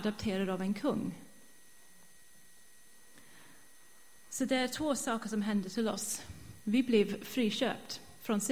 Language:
Swedish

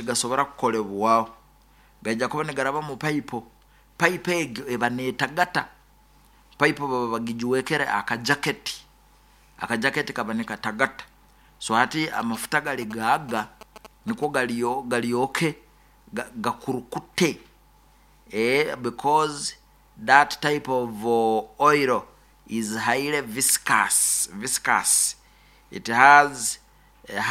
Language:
Nyoro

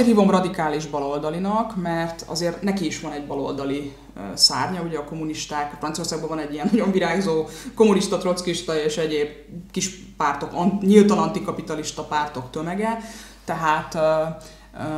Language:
Hungarian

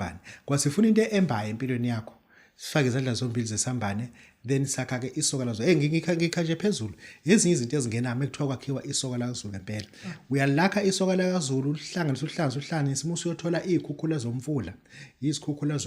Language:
Zulu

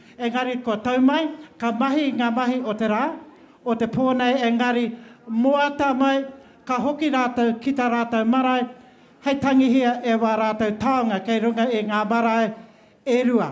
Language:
Māori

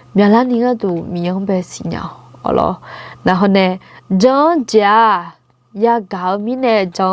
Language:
Akha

